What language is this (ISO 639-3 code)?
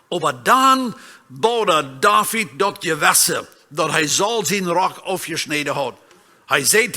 pdt